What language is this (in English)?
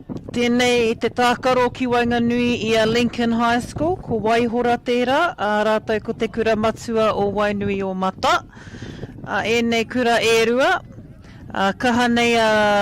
Māori